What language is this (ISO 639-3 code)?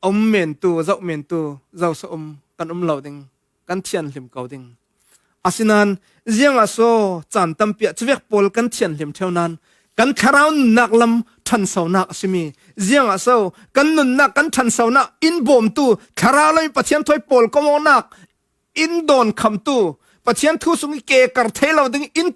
cfm